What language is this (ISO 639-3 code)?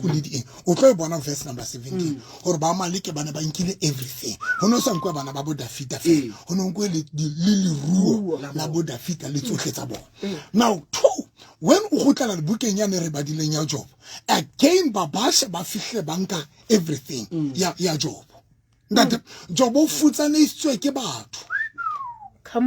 sot